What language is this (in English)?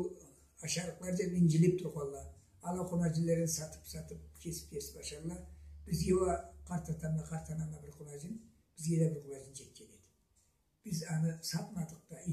Karachay-Balkar